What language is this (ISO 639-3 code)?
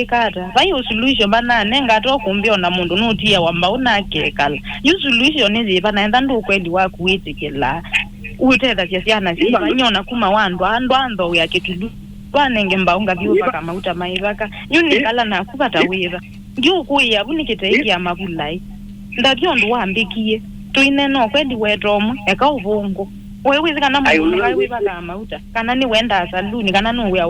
kam